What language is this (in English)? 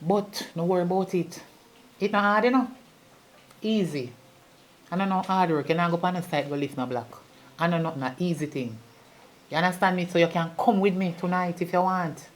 Jamaican Creole English